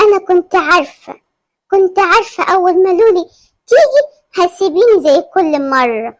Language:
Egyptian Arabic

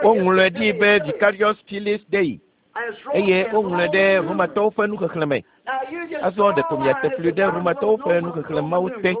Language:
Ewe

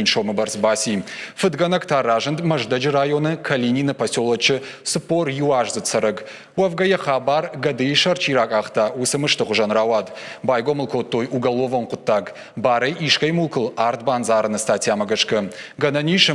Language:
Ossetic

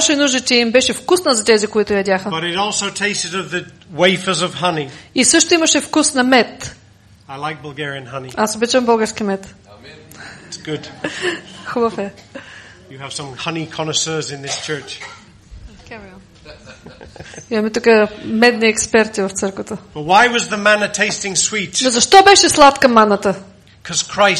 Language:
Bulgarian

